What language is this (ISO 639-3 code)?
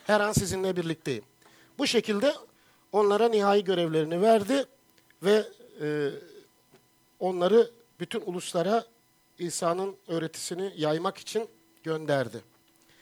tur